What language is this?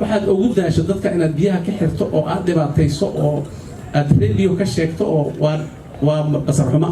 Somali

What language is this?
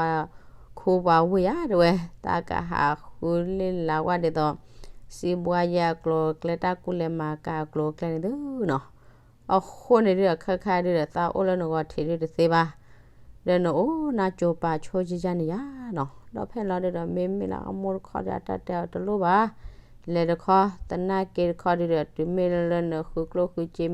S'gaw Karen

